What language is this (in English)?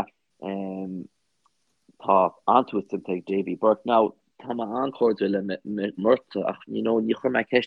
Irish